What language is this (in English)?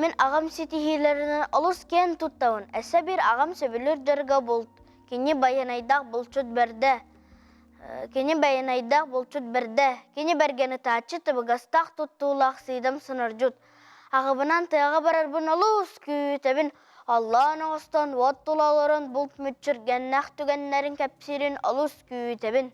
Yakut